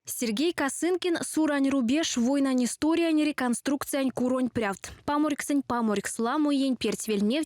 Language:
Erzya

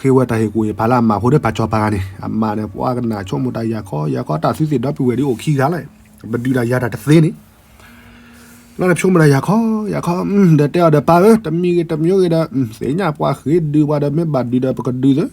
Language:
S'gaw Karen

